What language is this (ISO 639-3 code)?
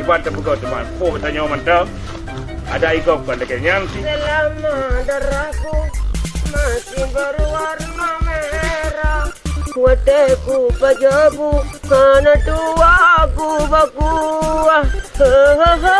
ace